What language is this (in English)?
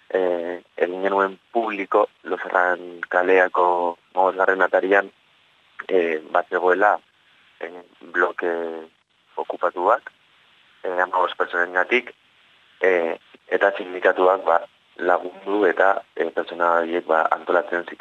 Basque